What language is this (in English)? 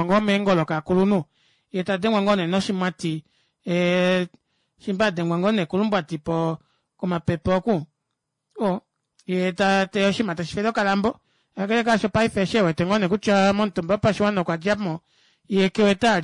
Kuanyama